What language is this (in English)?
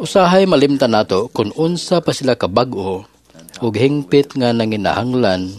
Cebuano